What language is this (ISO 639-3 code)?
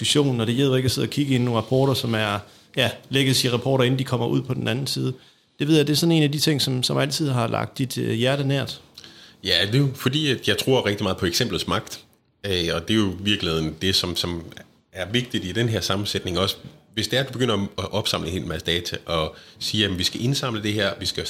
dan